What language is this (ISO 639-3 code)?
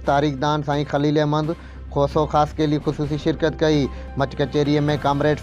snd